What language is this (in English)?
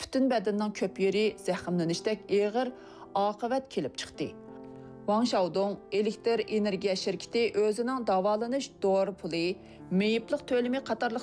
Uyghur